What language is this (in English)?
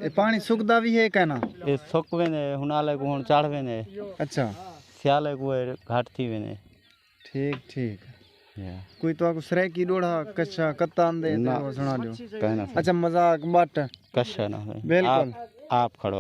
Saraiki